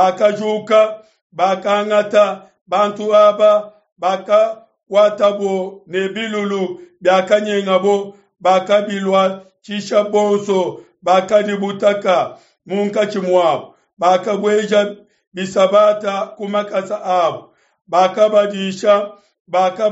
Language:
Luba-Lulua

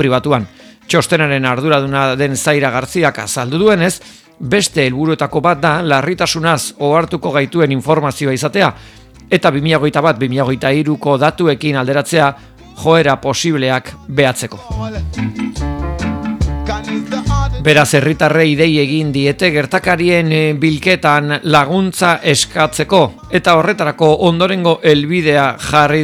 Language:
Basque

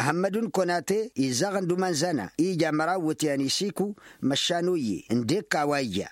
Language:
Tamasheq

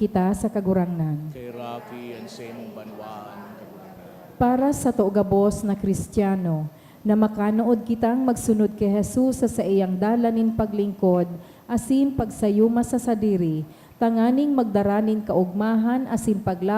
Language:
Bikol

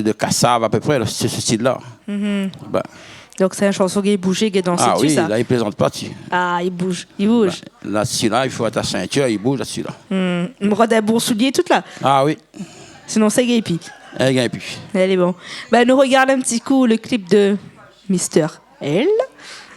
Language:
Réunion Creole French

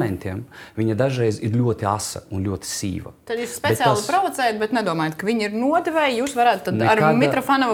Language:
Latvian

